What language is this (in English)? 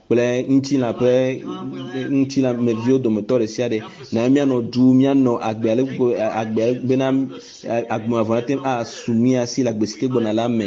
Ewe